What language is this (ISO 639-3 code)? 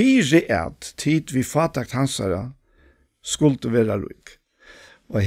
fao